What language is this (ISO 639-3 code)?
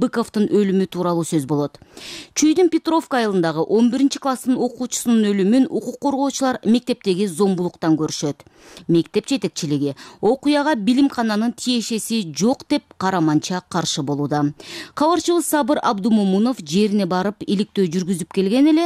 kir